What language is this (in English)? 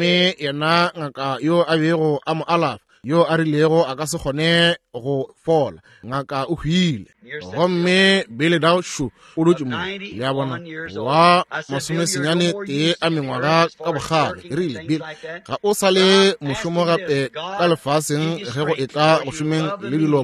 Northern Sotho